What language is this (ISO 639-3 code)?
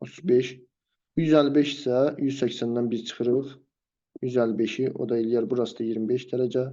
aze